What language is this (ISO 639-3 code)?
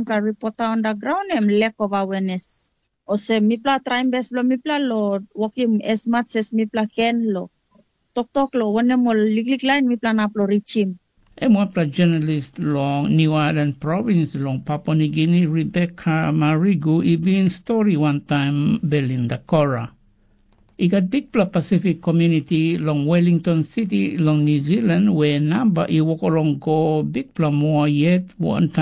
tpi